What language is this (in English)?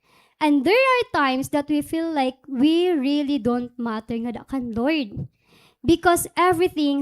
Waray